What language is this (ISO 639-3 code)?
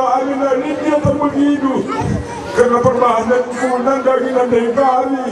btx